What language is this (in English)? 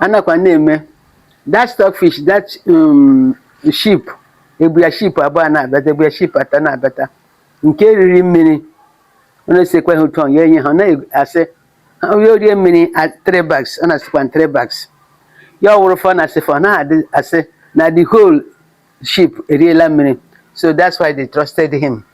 Igbo